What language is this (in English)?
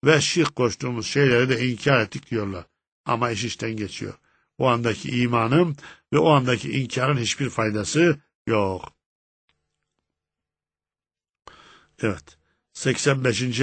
Turkish